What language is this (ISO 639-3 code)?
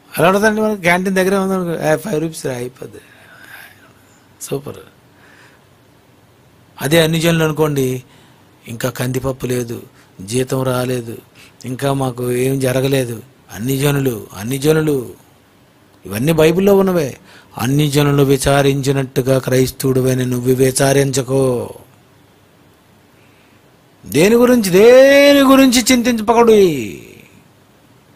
tel